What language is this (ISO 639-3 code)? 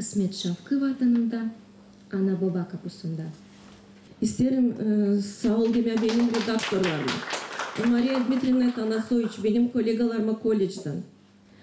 gag